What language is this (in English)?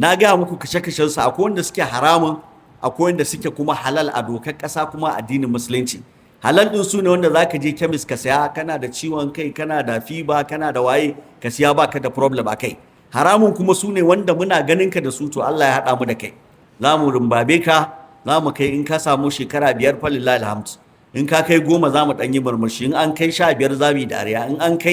Hausa